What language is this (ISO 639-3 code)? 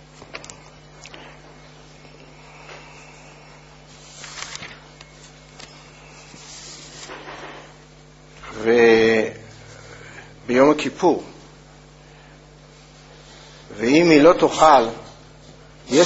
heb